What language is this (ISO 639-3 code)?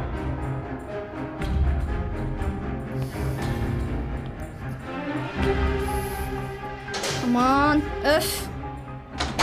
tur